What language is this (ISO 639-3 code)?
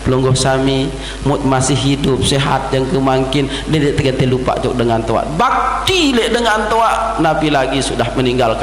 sas